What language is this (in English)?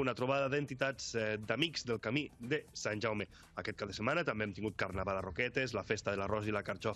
Catalan